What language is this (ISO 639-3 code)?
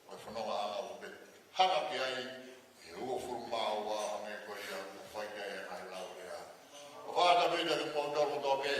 ton